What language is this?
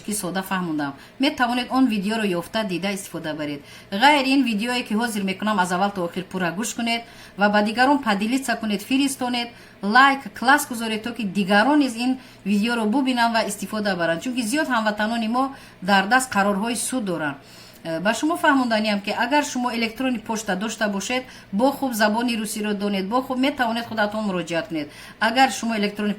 Tajik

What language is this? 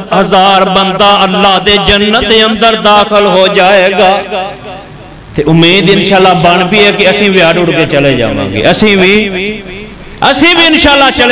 Western Panjabi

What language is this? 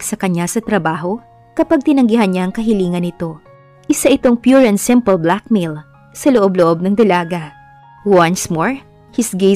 Filipino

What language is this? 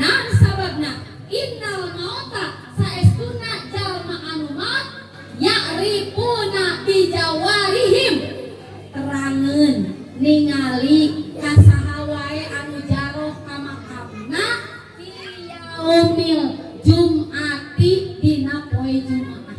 Sundanese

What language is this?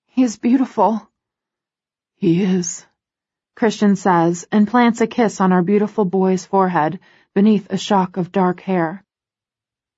English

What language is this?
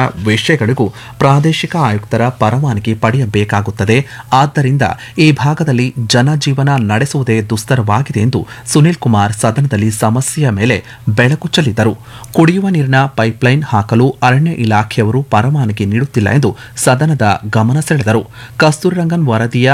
Kannada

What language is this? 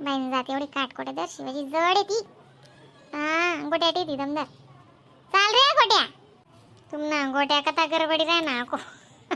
Khandesi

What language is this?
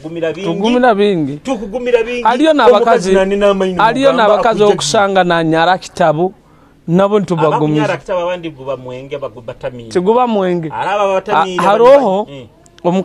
Nyoro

